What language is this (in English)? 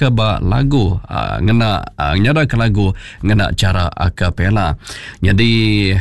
Iban